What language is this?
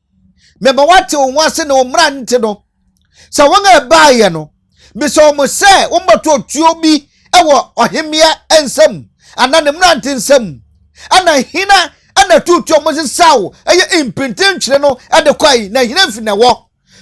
Akan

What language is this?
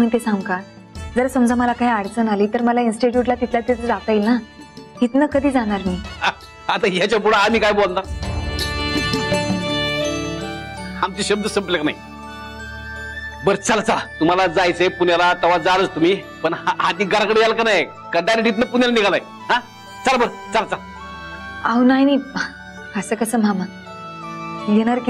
Marathi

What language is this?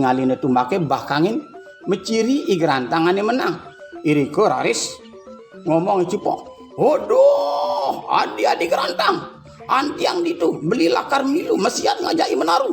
Balinese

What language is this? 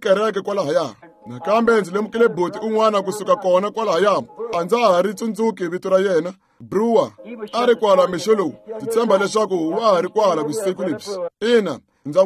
Tsonga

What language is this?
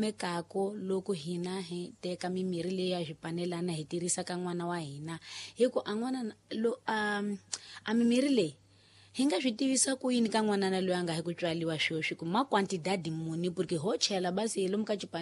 Tsonga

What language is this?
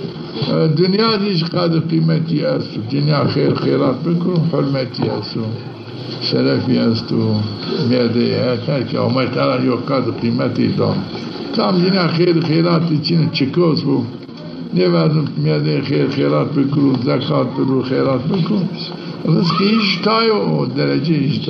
Zaza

